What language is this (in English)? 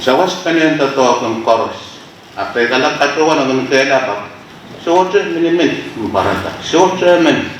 Pohnpeian